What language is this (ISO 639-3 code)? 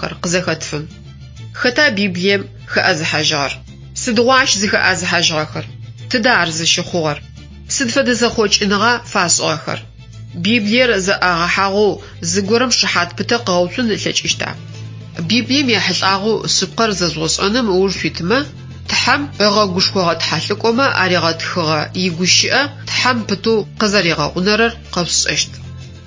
ady